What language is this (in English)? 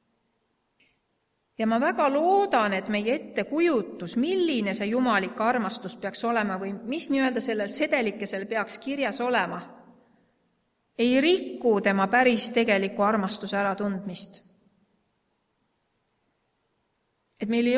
Estonian